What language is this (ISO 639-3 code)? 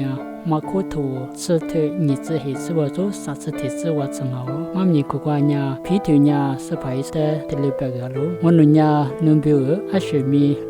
lis